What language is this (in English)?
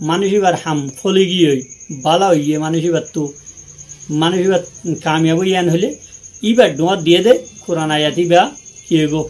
Rohingya